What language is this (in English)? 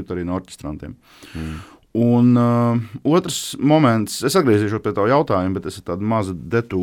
Latvian